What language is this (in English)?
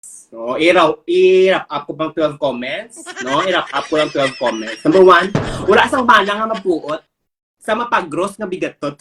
Hiligaynon